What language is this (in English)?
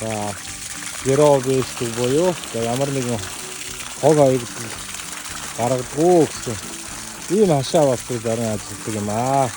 Mongolian